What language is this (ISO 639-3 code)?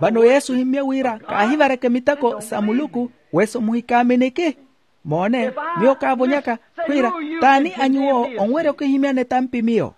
vmw